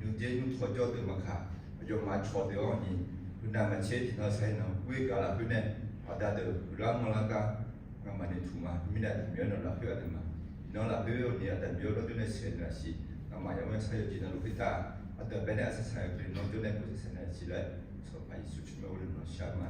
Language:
Akha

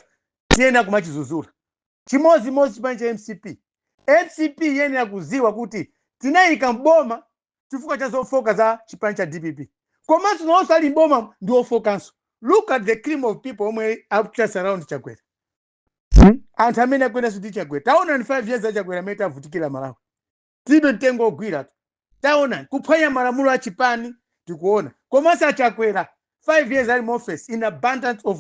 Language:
Nyanja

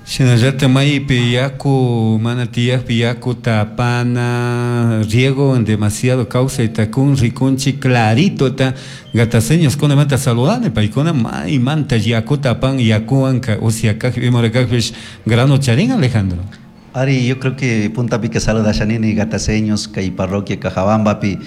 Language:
Chimborazo Highland Quichua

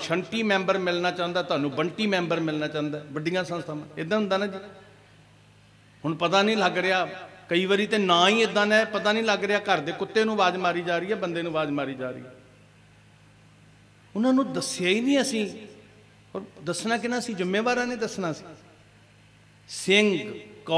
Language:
Punjabi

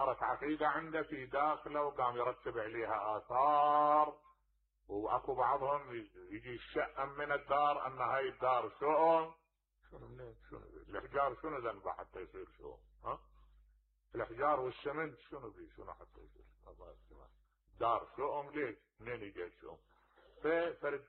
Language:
Mesopotamian Arabic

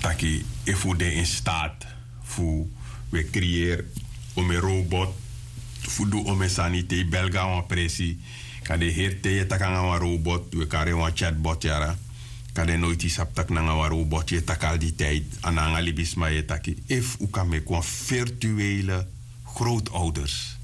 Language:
Sranan Tongo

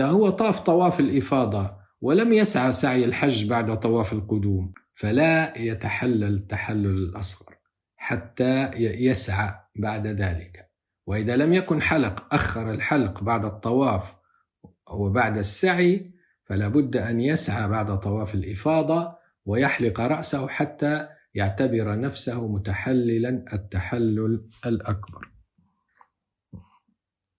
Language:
Arabic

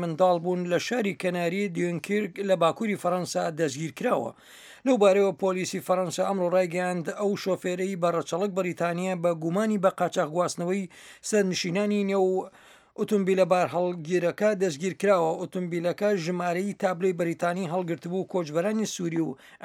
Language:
Central Kurdish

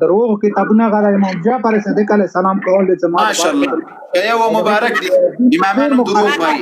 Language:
Pashto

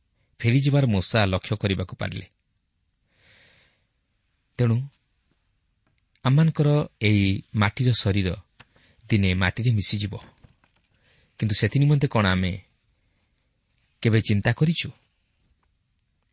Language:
Odia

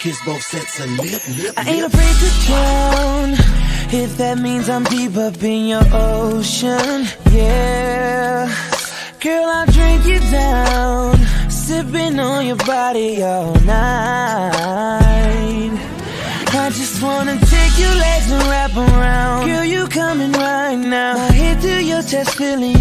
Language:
English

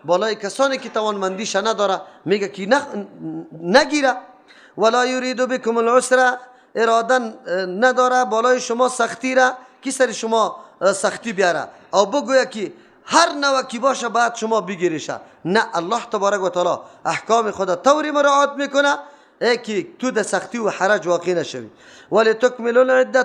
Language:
Persian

